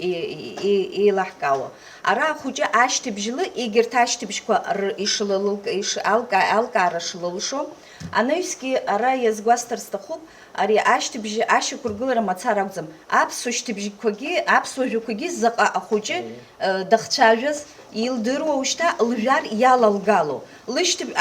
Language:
Abkhazian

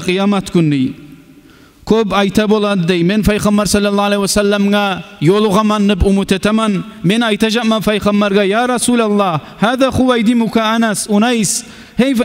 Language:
Kumyk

